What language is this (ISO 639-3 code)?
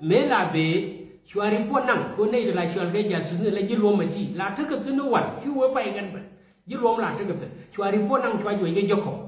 nus